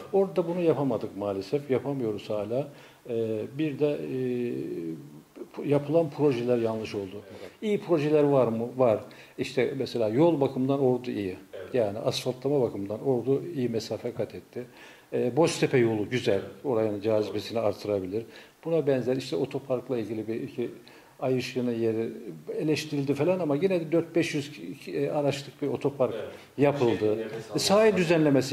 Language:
Turkish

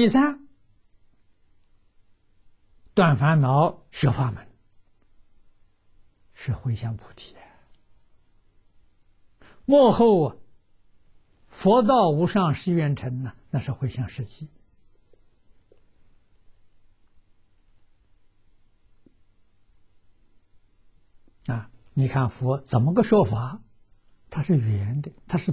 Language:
Chinese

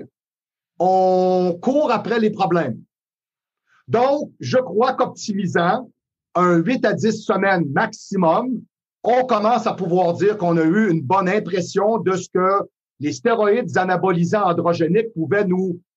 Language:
French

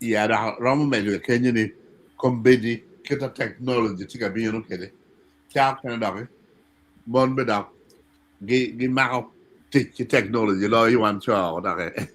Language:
Acoli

